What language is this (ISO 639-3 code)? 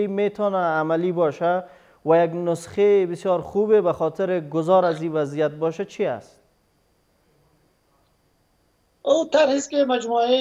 fas